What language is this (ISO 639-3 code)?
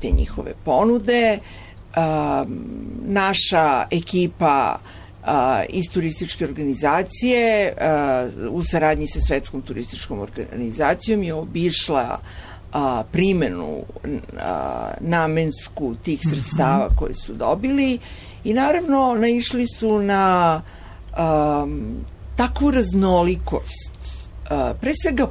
srp